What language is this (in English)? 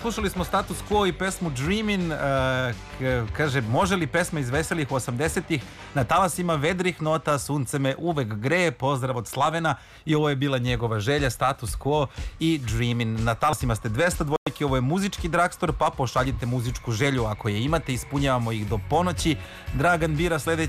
Serbian